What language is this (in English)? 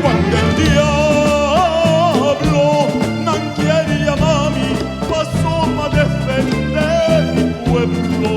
Papiamento